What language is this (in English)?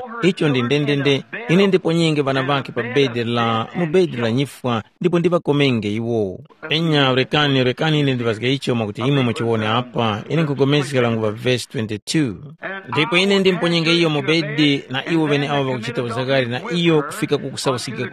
Tumbuka